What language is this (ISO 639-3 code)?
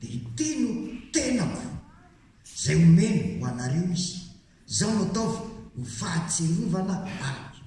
mlg